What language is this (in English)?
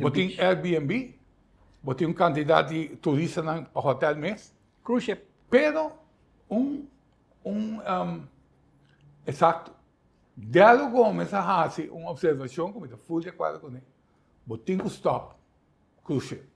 Papiamento